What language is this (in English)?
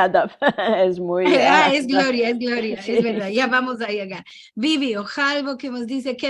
Ladino